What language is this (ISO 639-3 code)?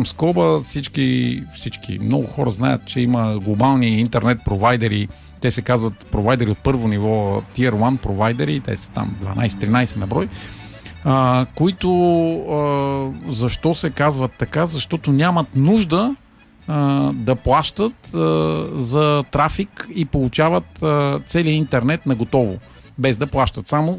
bul